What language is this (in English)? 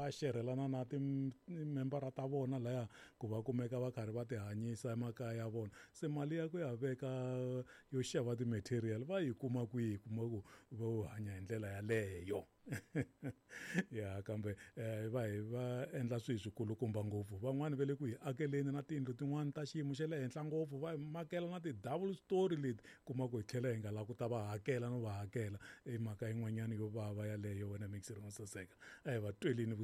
Tsonga